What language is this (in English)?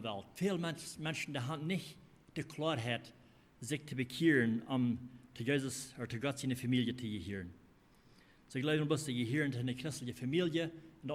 Plautdietsch